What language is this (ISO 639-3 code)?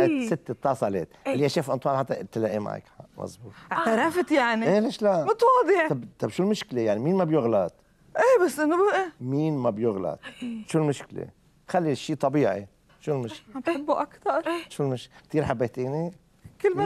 apc